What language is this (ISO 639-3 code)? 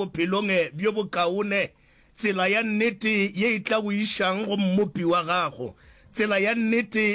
nso